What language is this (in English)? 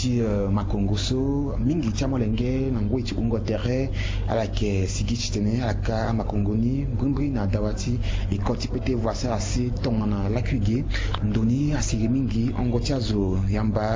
Sango